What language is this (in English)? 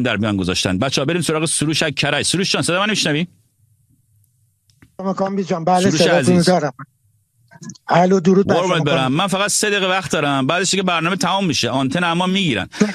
Persian